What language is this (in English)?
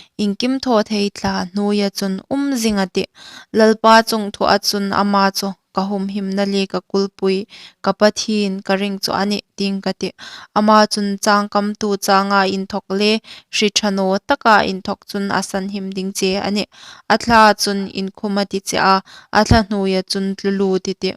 Hmar